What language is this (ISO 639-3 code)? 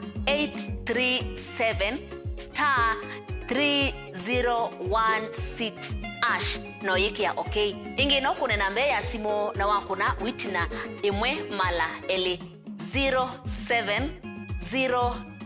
kam